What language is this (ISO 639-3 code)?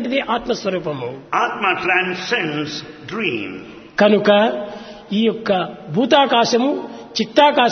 tel